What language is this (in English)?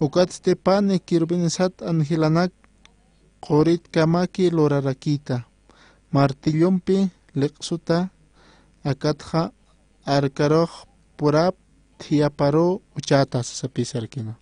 Aymara